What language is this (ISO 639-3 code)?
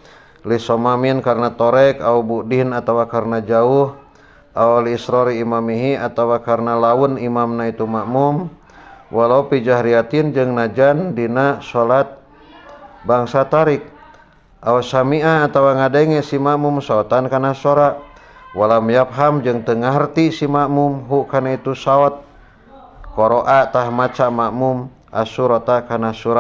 sun